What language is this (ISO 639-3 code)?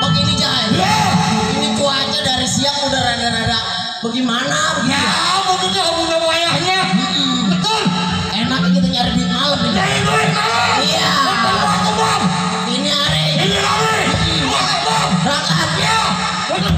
bew